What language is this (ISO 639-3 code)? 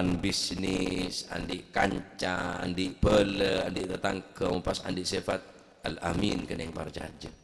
mad